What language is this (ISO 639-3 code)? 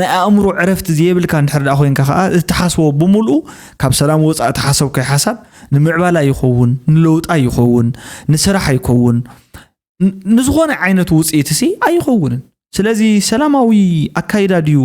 tir